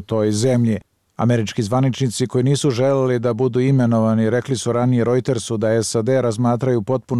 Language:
Serbian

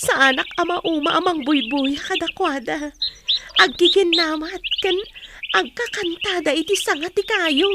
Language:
Iloko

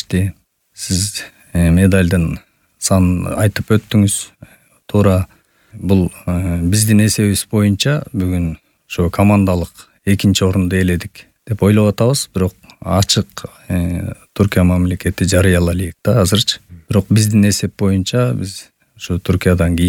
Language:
Kyrgyz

